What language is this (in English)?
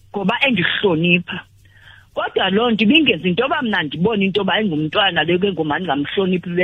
Xhosa